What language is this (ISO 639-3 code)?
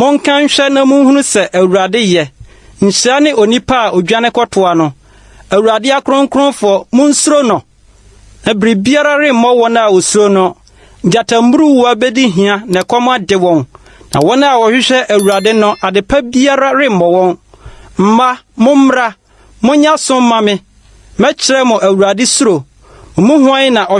aka